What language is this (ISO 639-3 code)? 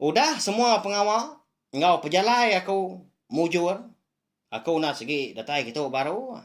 iba